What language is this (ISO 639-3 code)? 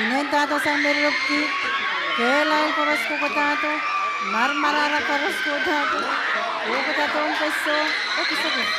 pon